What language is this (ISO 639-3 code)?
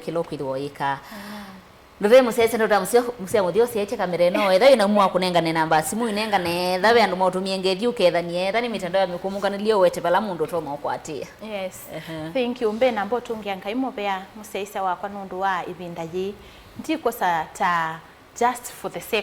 kam